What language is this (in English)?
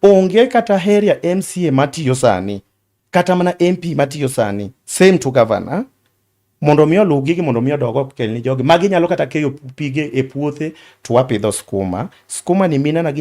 Luo (Kenya and Tanzania)